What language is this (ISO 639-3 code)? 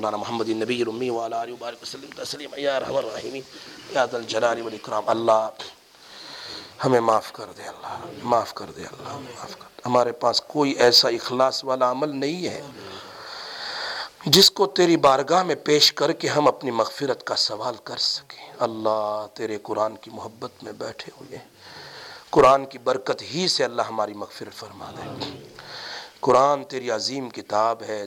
urd